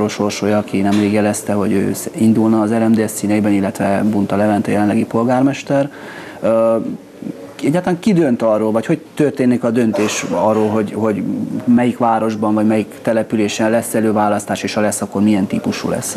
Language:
Hungarian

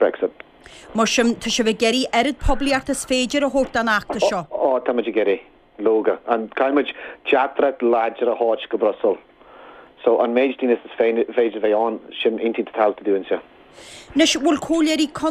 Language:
Irish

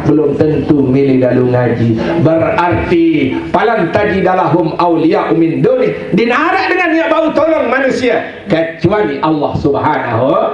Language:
Sasak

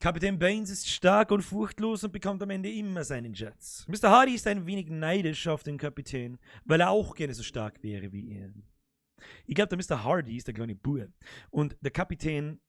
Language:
Bavarian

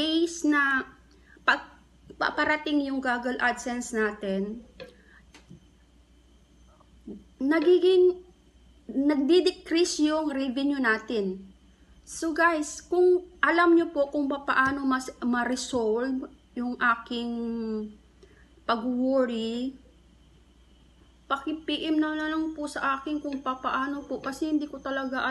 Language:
Filipino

